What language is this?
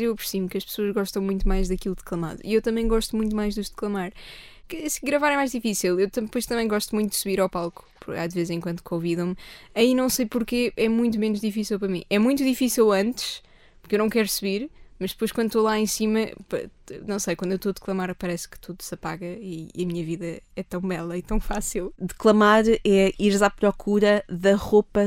Portuguese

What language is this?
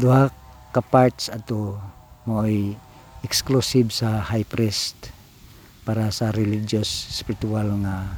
Cebuano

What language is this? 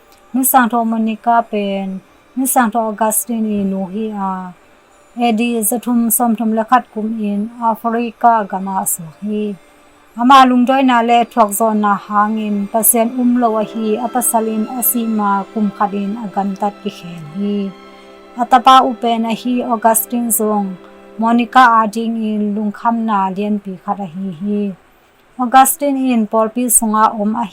Tedim Chin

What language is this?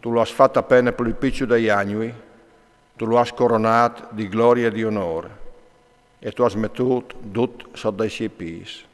Friulian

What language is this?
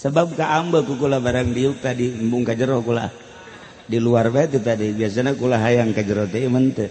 Sundanese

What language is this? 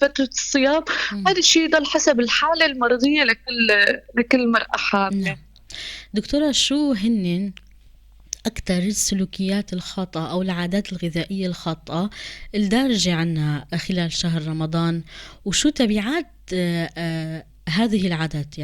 North Levantine Arabic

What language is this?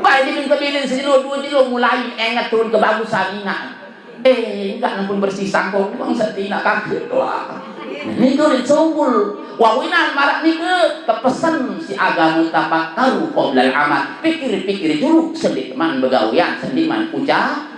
Sasak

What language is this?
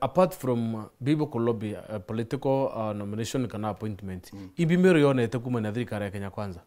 Meru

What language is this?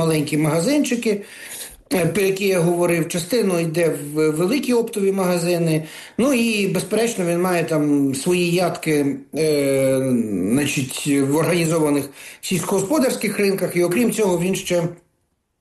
Ukrainian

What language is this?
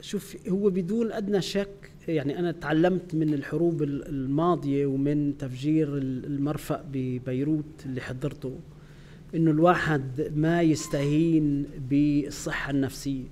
North Levantine Arabic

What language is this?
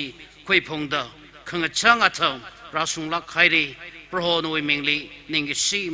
Tangkhul Naga (India)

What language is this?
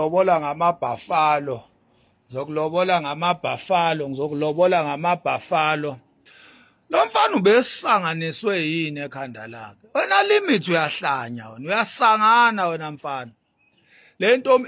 Zulu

